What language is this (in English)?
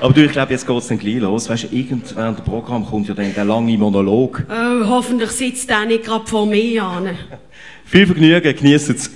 Swiss German